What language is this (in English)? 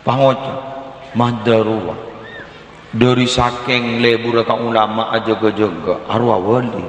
Madurese